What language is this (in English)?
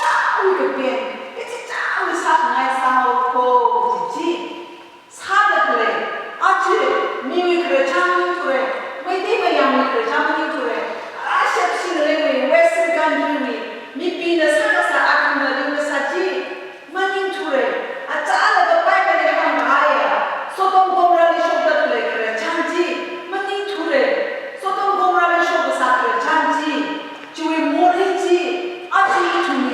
Tangkhul Naga (India)